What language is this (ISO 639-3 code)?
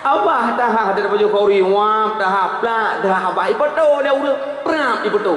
ace